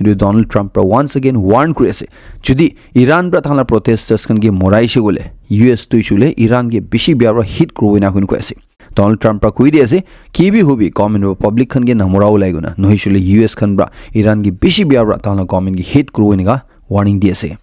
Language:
Naga Pidgin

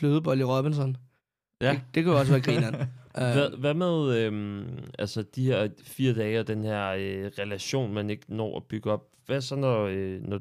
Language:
Danish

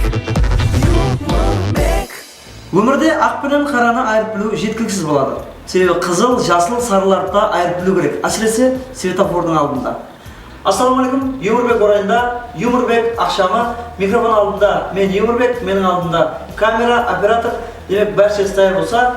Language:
Kara-Kalpak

